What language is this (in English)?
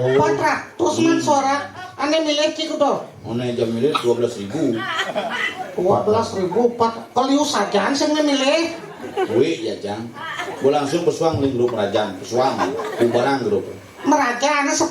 Balinese